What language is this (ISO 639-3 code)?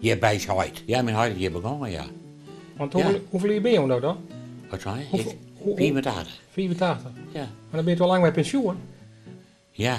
fry